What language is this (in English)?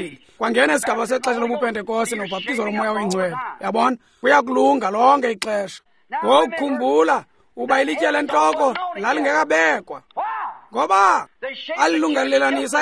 Xhosa